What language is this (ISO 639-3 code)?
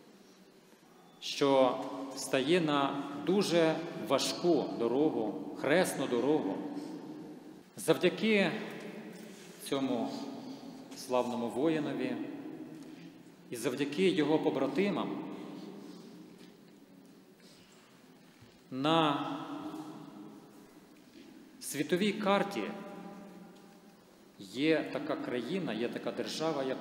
ukr